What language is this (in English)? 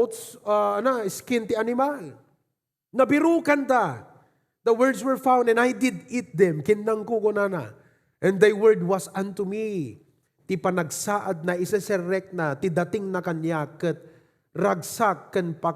Iloko